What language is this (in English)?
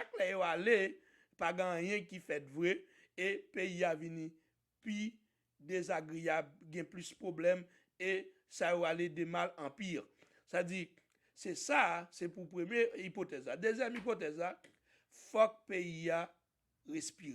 Haitian Creole